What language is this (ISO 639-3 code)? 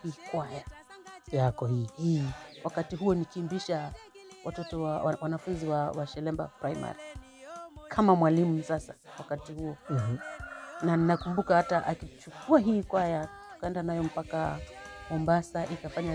swa